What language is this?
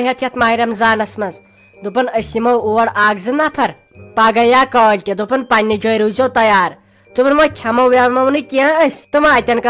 Kashmiri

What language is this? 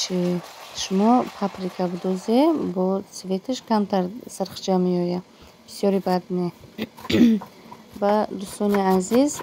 Tajik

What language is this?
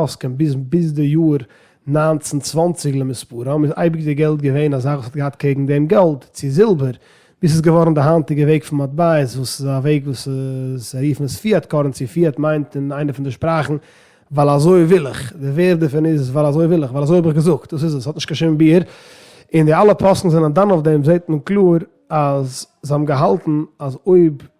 Yiddish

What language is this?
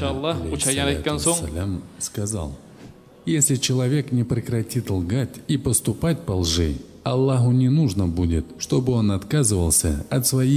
Kumyk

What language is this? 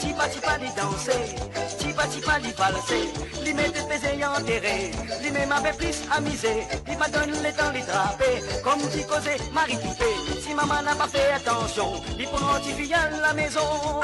Morisyen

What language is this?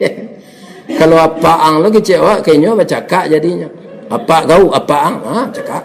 Minangkabau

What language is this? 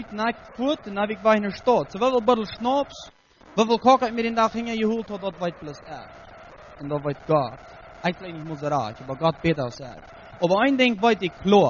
Plautdietsch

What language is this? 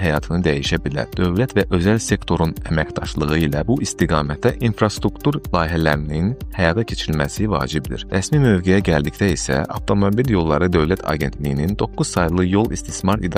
Azerbaijani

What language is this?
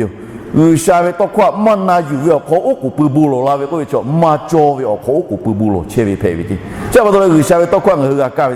Lahu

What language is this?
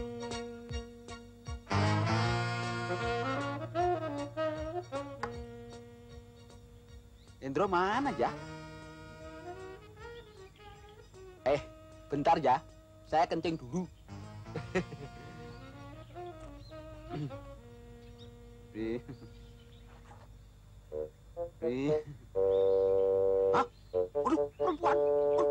Indonesian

